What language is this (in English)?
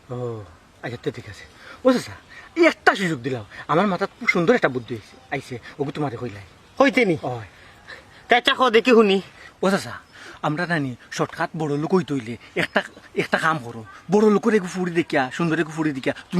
Sylheti